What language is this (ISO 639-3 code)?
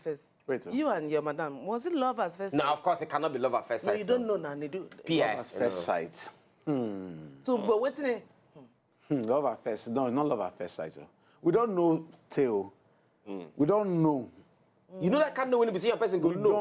pcm